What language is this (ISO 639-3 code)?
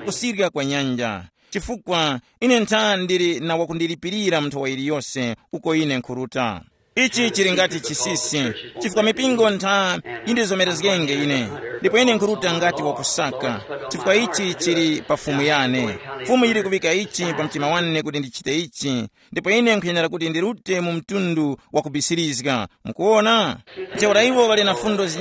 tum